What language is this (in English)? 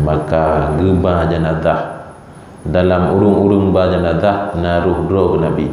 Achinese